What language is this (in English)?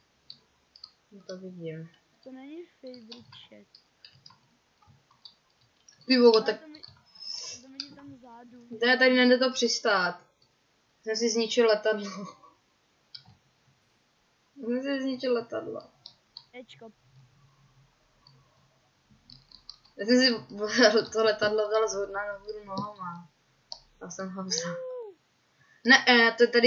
Czech